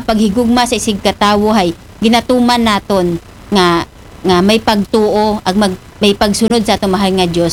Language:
Aklanon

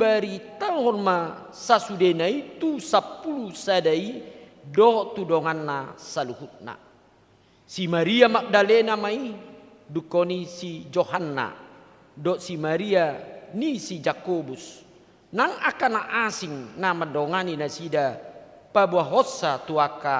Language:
Batak Toba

